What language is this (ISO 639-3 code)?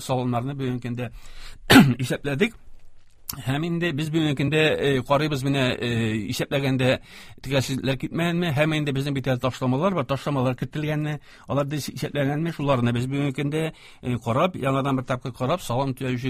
tat